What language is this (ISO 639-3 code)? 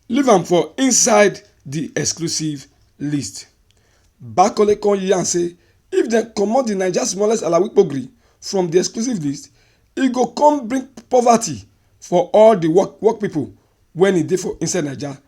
pcm